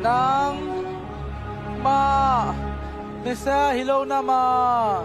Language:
Tedim Chin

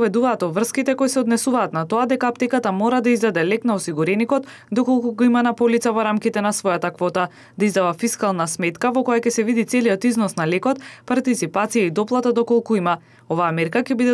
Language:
Macedonian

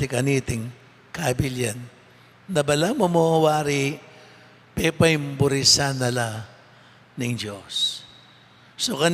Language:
Pampanga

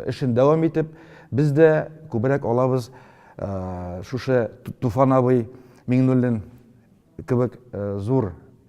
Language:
Tatar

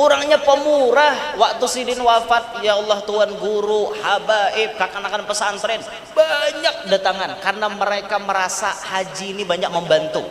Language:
Banjar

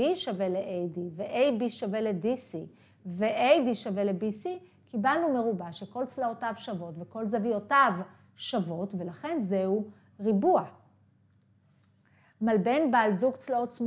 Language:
Hebrew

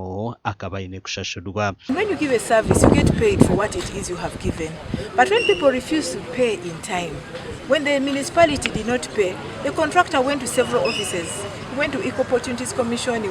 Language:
Nyankole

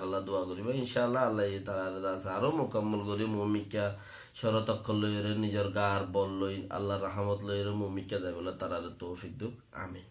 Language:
Rohingya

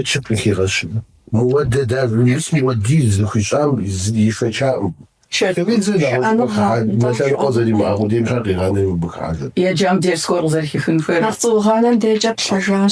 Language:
Kabardian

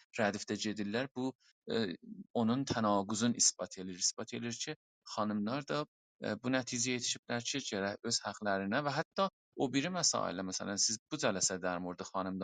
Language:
South Azerbaijani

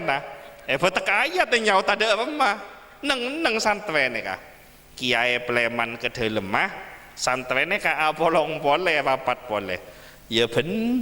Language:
Madurese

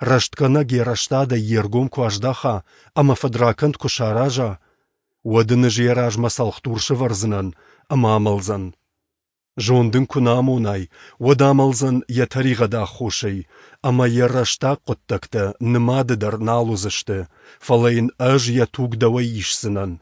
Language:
Ossetic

